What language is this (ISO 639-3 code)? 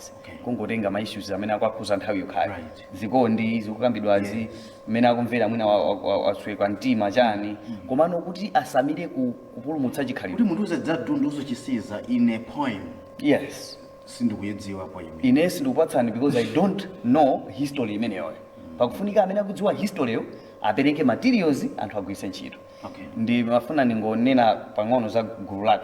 nya